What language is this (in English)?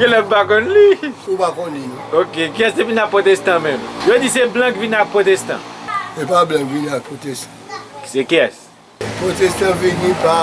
Haitian Creole